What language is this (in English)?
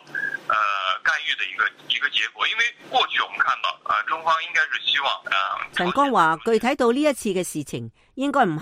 Cantonese